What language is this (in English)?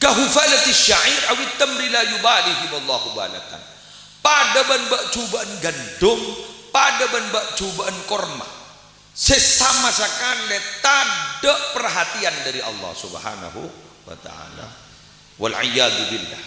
Madurese